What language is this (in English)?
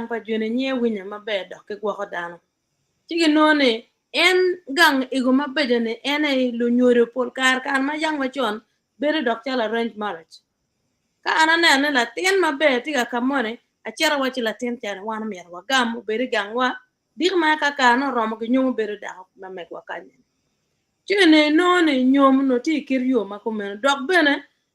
Acoli